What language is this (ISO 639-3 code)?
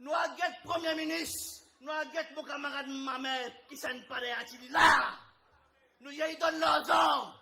mfe